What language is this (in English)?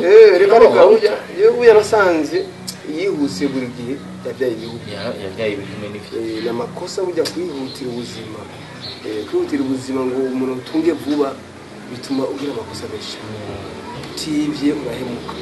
Rundi